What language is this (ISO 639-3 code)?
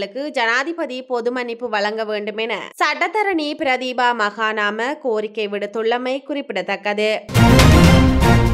tam